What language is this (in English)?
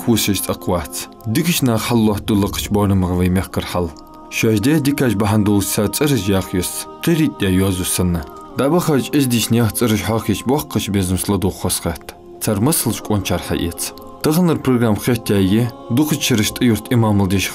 Ingush